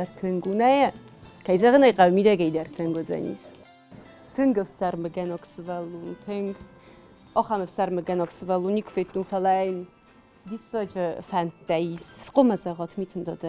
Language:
Ossetic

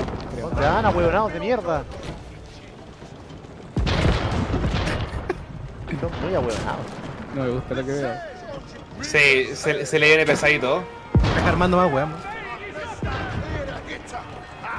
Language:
Spanish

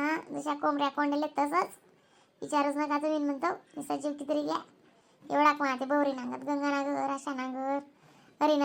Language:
Khandesi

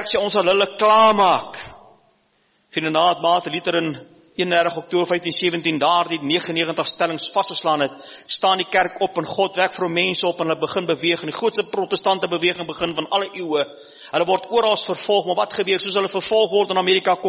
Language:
Afrikaans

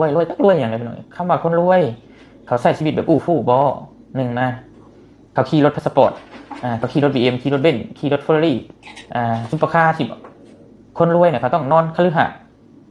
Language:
Northeastern Thai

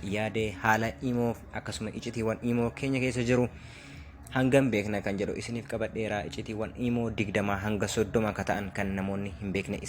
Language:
Oromo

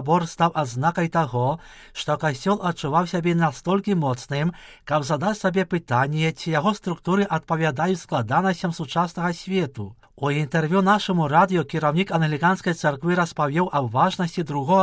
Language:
Belarusian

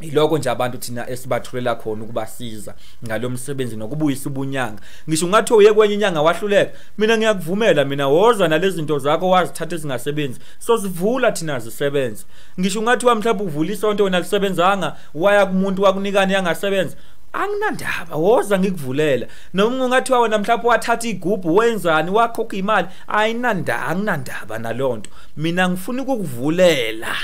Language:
Zulu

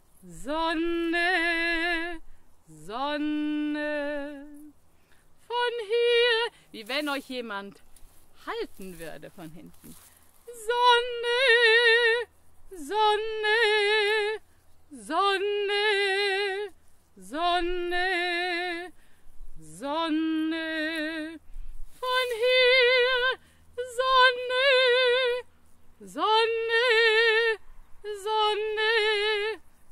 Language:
German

